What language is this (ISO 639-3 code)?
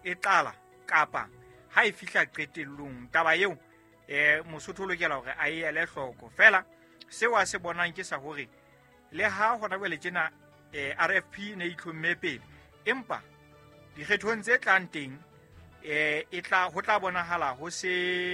sot